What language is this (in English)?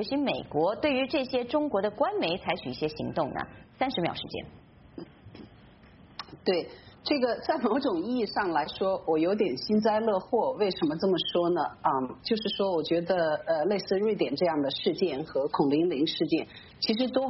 Chinese